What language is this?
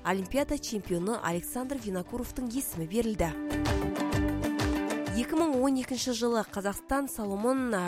Kazakh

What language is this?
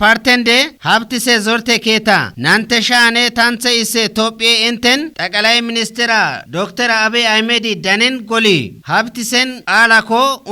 Kafa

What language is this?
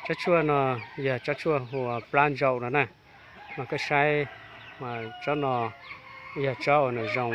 Hmong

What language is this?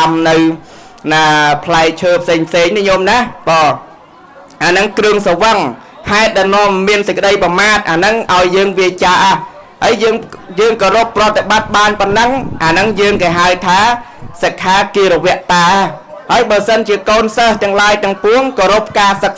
Khmer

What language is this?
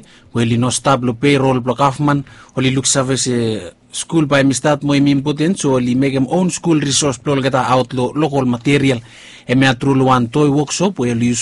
Bislama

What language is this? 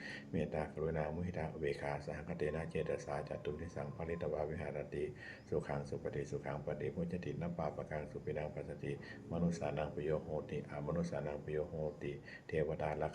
Pali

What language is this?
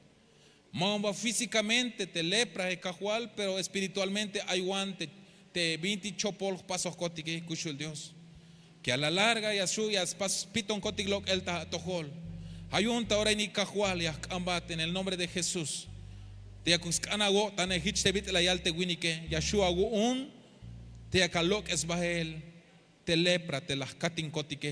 Tzeltal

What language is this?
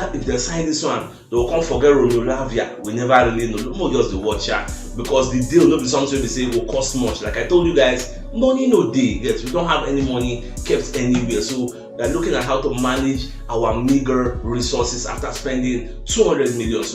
Nigerian Pidgin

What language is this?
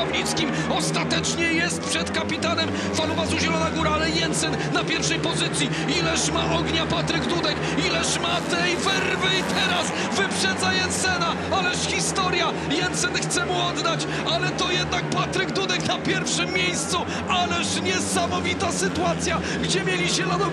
Polish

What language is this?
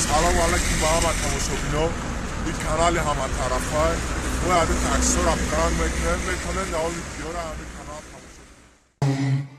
Tajik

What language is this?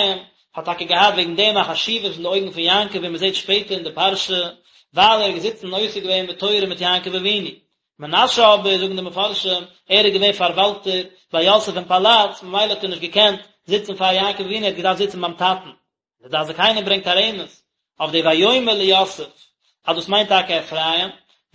Yiddish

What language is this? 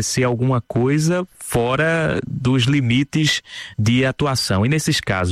Portuguese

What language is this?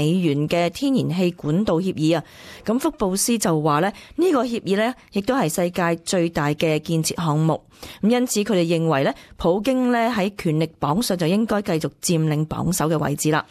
Cantonese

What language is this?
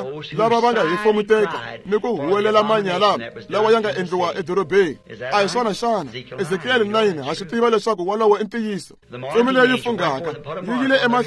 Tsonga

